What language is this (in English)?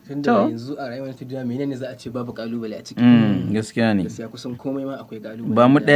Hausa